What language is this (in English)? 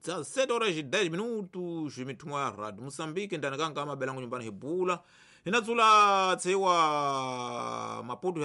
Tsonga